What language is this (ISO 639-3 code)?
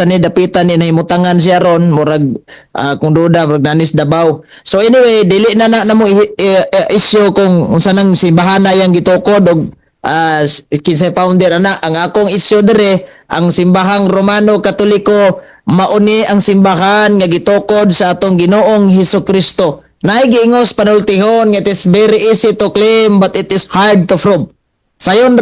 ceb